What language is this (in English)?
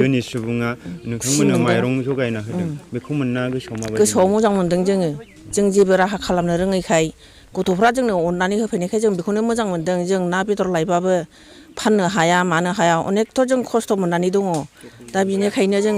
Bodo